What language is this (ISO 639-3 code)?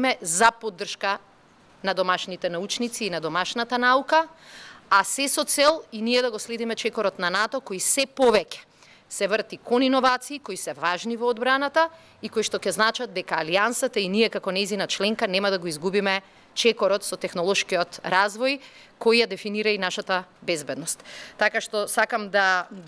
mkd